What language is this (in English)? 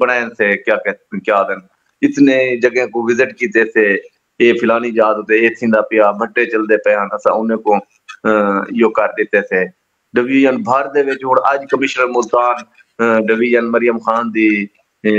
Saraiki